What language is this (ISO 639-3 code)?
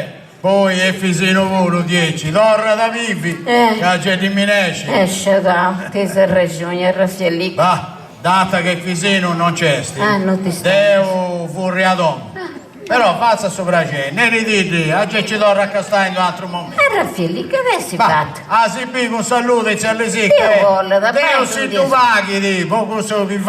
srd